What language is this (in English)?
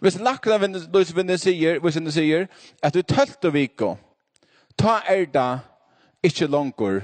Faroese